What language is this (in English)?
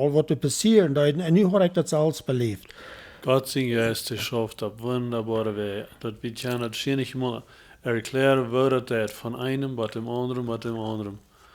Plautdietsch